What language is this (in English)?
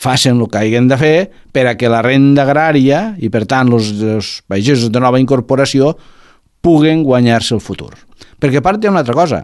Catalan